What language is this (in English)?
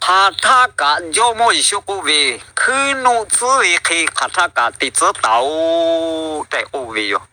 Lahu